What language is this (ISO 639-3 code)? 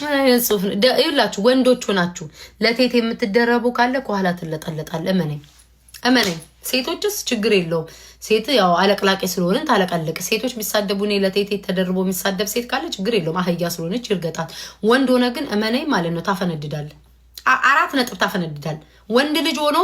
amh